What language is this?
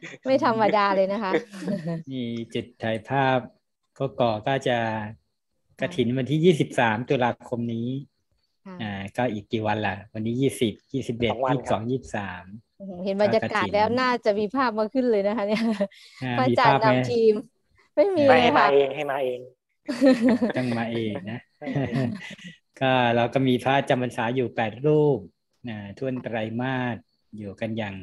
Thai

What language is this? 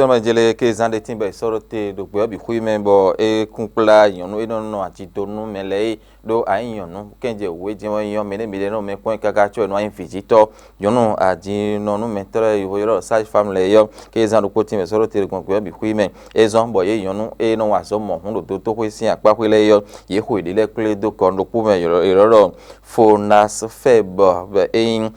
Fon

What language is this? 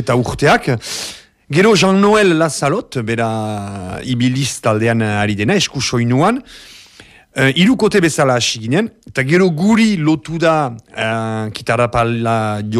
Basque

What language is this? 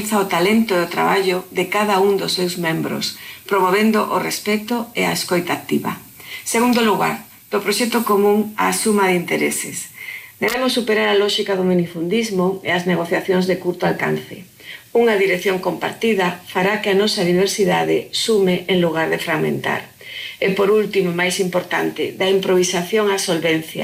Galician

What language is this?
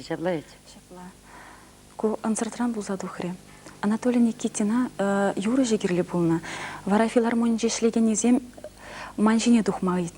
Chuvash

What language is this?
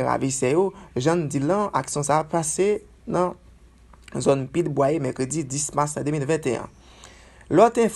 Haitian Creole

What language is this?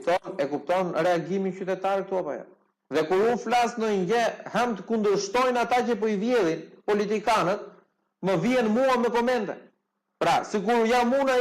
Albanian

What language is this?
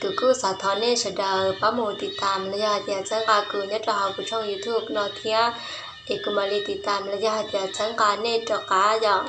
Hmong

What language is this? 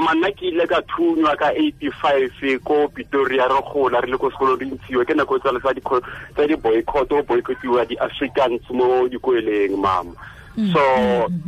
Tswana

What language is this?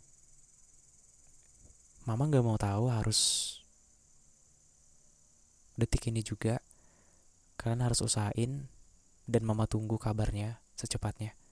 Indonesian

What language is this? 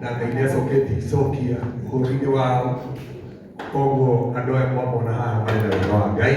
Kikuyu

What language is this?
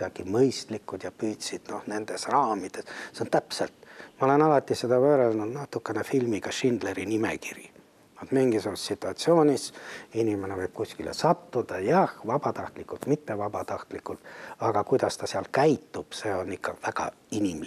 Estonian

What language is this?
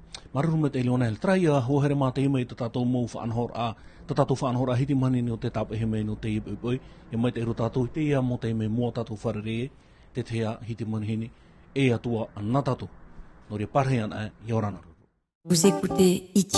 Tahitian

